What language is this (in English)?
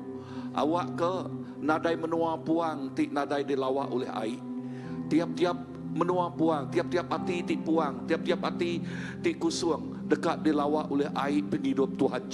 Iban